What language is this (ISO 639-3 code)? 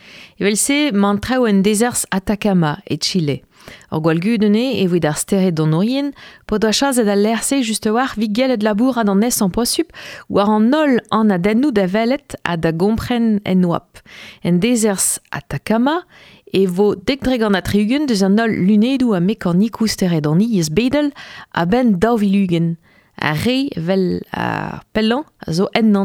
bre